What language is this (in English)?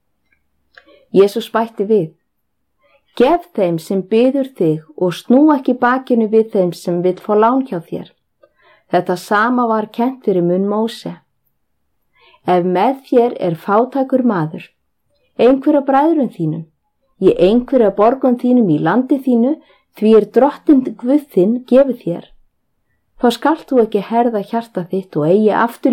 Icelandic